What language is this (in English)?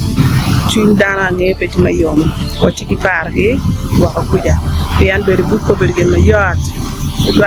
Acoli